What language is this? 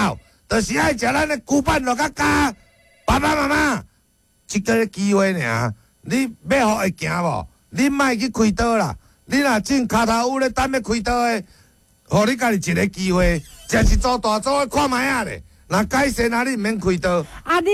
Min Nan Chinese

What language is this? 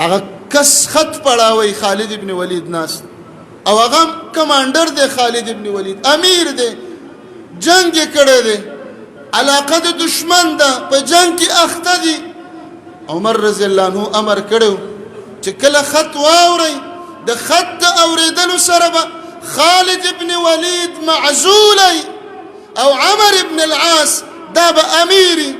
Pashto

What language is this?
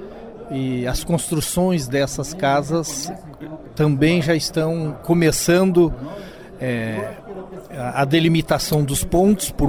Portuguese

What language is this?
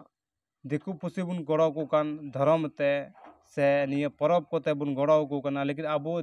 Santali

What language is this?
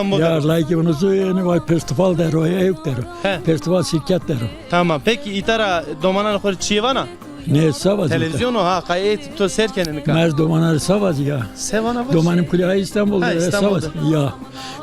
Zaza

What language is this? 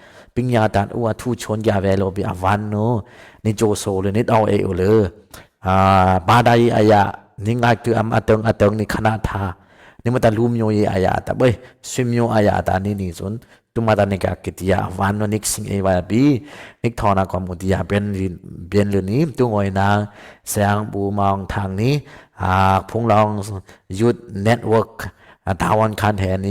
Dimasa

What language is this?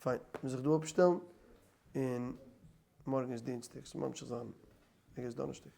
Yiddish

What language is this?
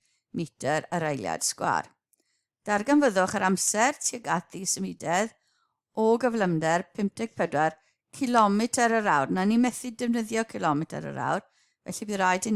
Welsh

